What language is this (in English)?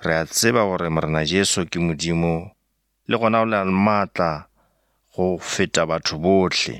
Northern Sotho